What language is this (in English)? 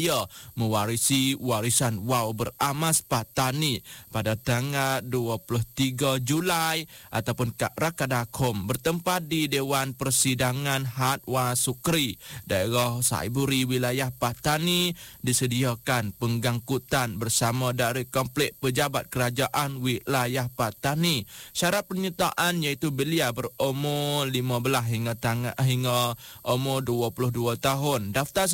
Malay